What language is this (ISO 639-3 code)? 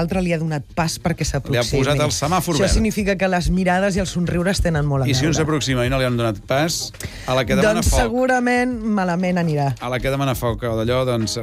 cat